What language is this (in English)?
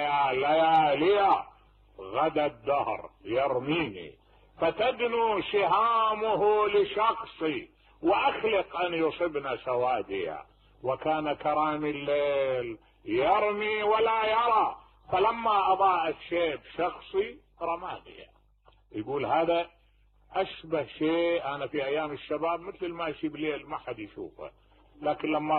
Mesopotamian Arabic